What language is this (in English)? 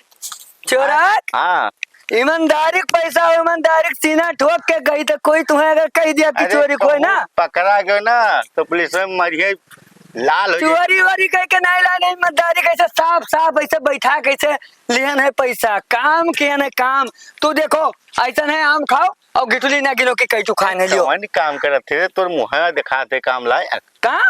Awadhi